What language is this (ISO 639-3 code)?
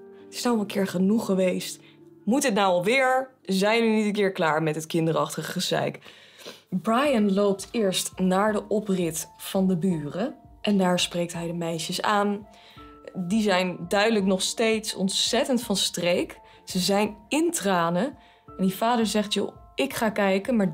nld